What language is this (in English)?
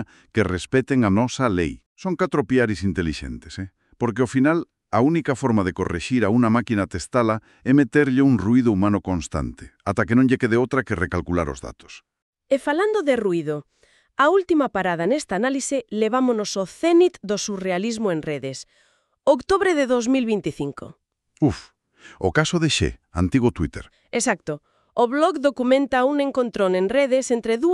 Galician